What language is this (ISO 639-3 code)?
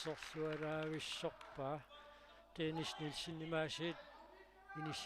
kal